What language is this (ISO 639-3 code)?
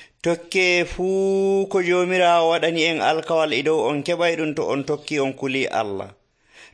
fuv